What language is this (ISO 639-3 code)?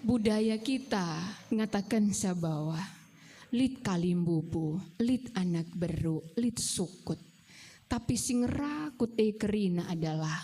btx